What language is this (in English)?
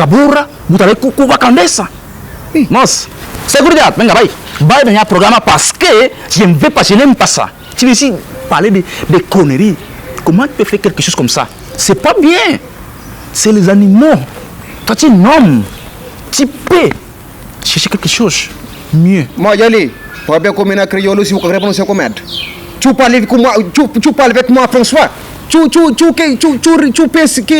Kabuverdianu